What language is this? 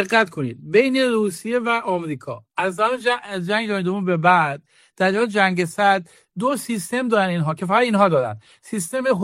Persian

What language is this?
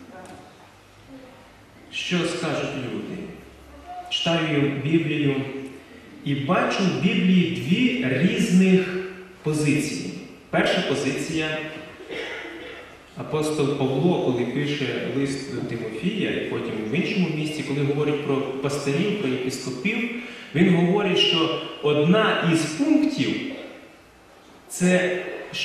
Ukrainian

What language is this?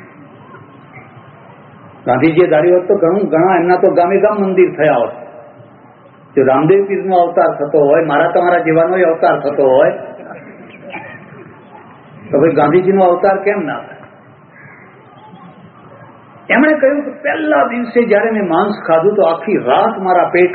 Gujarati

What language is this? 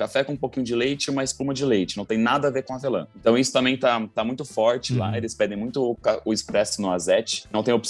Portuguese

